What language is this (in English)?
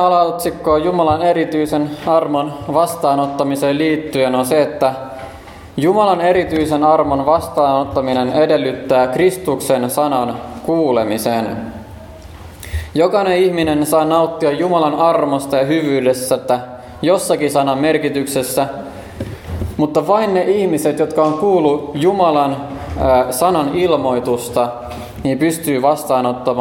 Finnish